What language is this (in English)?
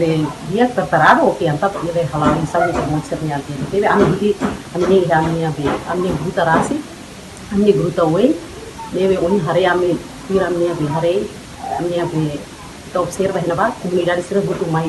Tetum